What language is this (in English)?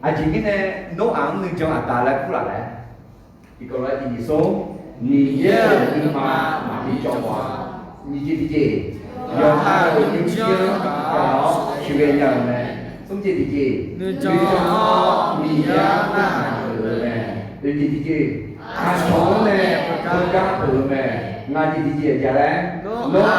Akha